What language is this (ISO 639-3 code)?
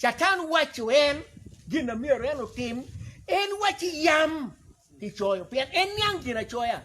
ach